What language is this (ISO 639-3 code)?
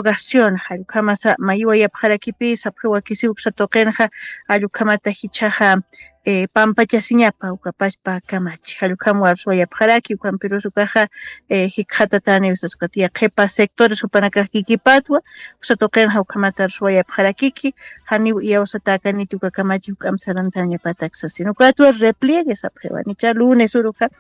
aym